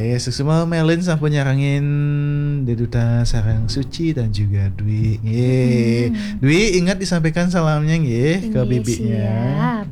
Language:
Balinese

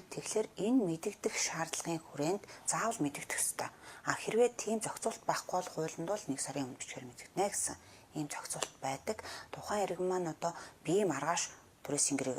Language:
Mongolian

